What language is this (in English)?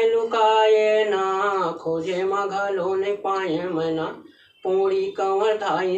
Chhattisgarhi